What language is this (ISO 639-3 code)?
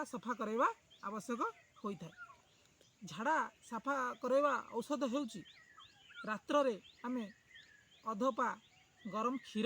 ori